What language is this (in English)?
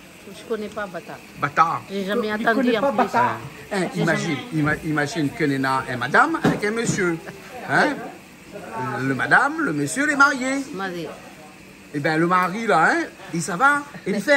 Réunion Creole French